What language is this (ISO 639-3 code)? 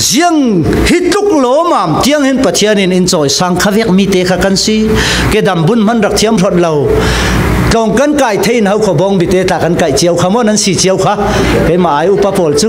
cfm